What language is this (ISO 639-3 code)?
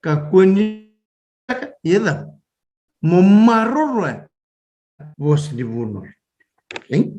fij